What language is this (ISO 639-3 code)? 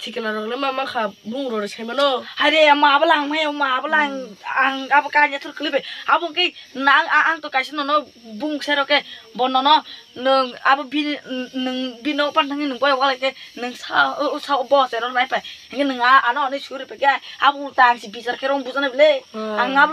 trp